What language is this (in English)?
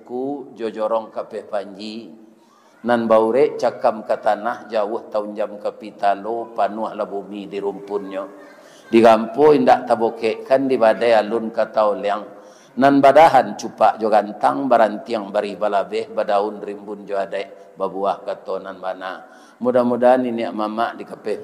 Minangkabau